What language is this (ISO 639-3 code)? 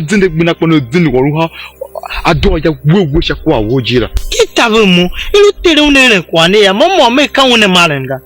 tiv